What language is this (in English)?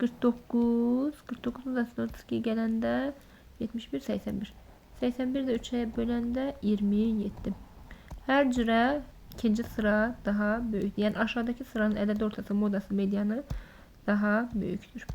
Azerbaijani